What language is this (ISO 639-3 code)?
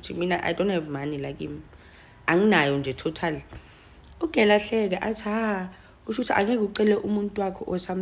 zul